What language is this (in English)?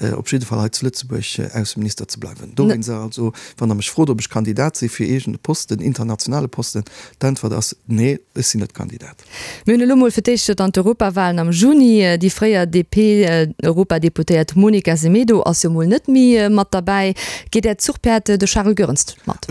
Luxembourgish